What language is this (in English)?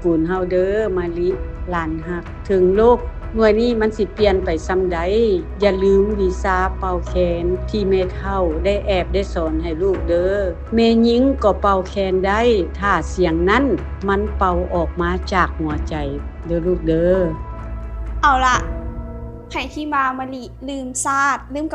Lao